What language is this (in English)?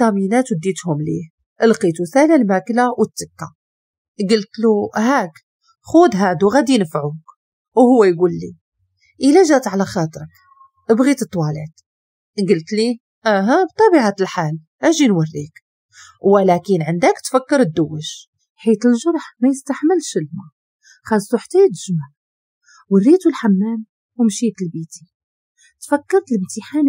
Moroccan Arabic